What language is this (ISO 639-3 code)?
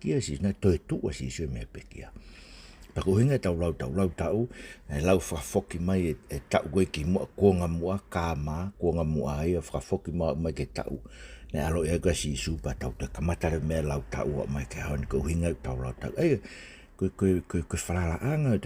ton